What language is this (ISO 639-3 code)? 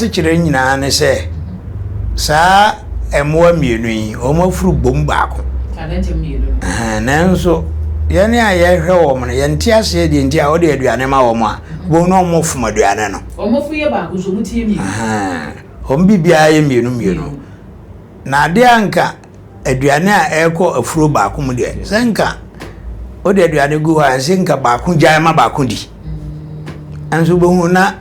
aka